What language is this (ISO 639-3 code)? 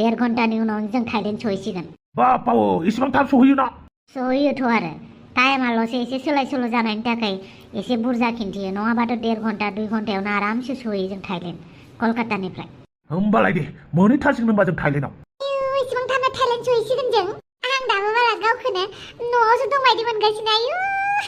brx